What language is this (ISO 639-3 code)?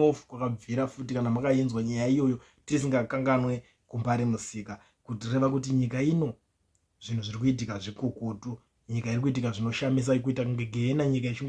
sna